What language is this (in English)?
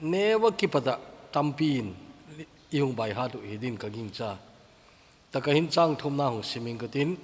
Thado Chin